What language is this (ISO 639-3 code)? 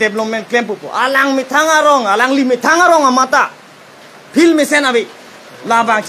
mjw